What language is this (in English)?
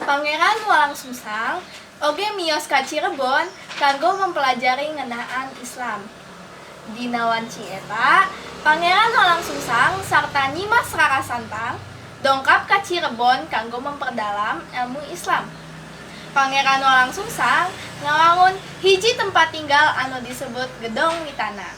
Sundanese